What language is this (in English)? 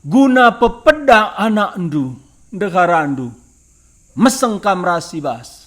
Batak Karo